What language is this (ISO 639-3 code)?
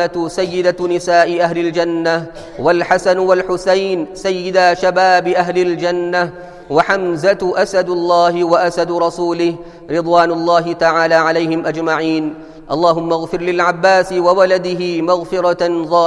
ara